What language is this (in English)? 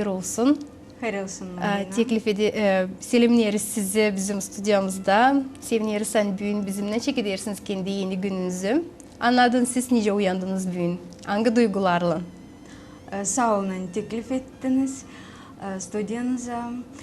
Gagauz